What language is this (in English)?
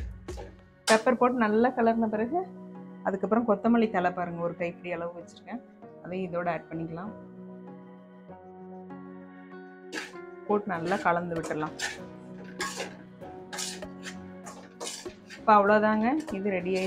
Tamil